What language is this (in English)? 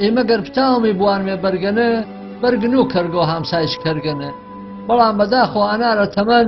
Gurani